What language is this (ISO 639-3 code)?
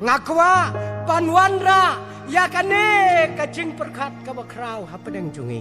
kha